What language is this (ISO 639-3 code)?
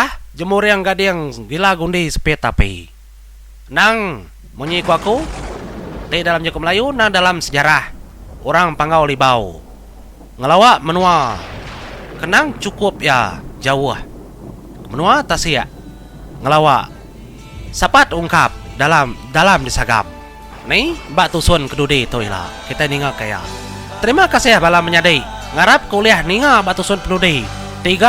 iba